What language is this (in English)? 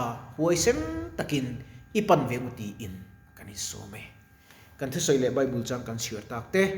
Mizo